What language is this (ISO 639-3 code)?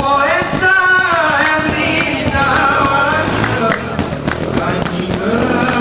gay